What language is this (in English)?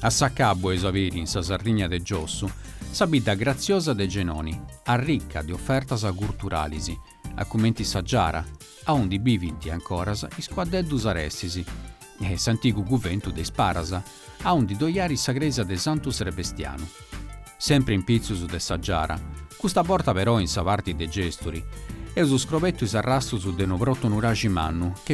Sardinian